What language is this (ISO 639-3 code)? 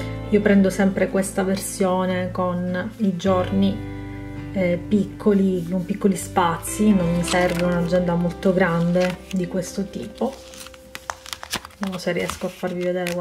ita